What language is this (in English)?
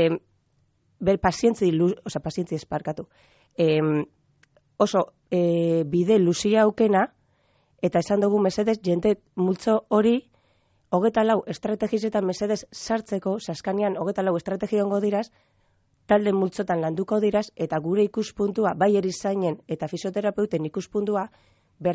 Basque